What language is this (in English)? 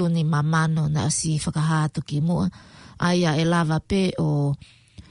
Tongan